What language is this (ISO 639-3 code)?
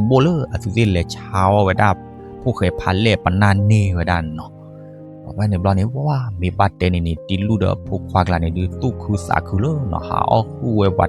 ksw